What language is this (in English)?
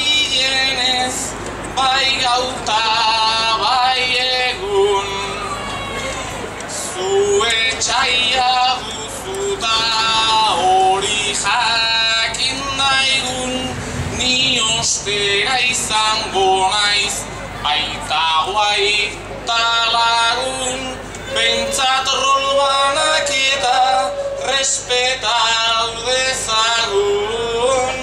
Basque